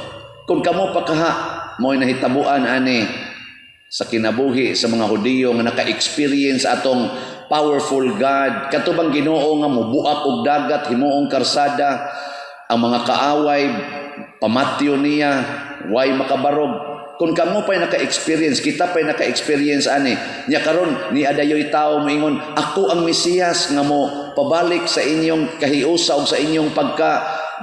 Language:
Cebuano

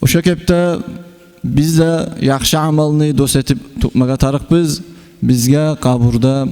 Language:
Kumyk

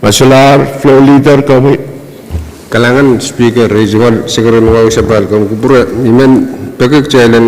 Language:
Pohnpeian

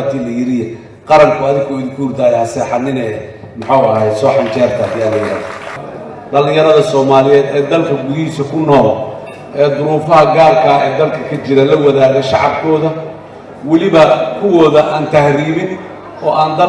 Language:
Somali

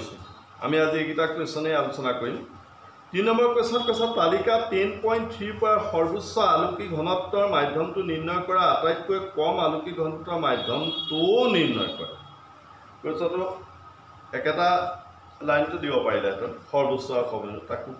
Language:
Assamese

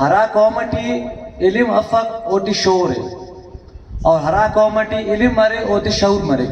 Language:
Brahui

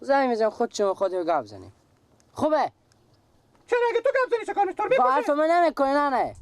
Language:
Persian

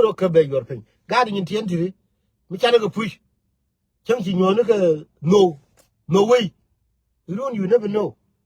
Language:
Nuer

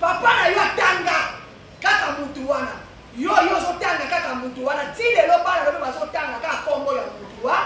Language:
Lingala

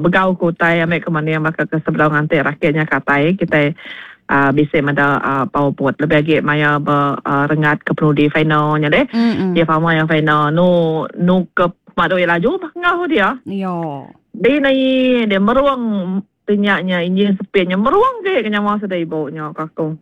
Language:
Iban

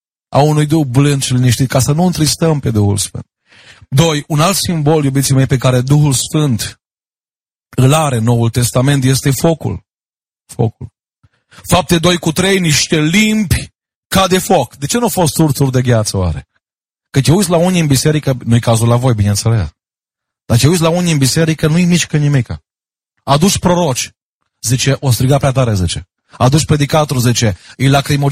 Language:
Romanian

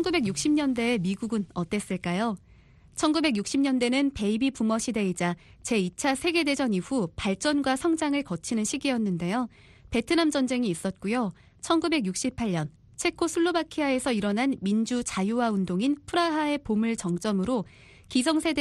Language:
Korean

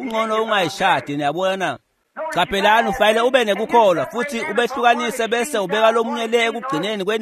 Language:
Swati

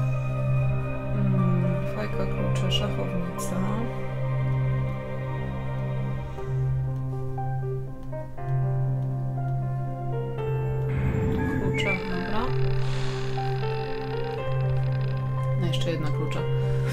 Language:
Polish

